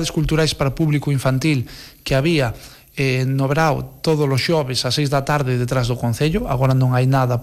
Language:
Galician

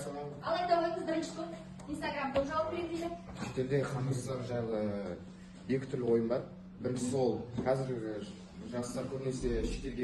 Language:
Kazakh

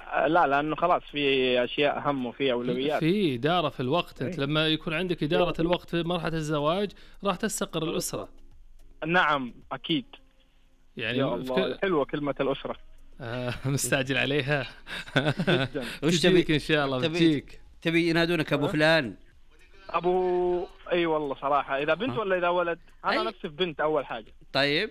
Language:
Najdi Arabic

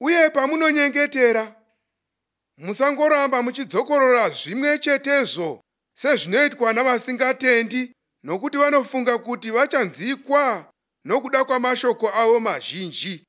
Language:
Shona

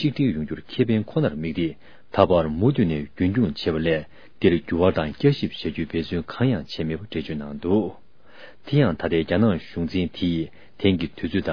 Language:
Tibetan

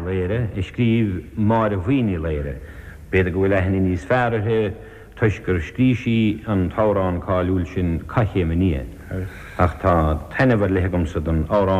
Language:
Irish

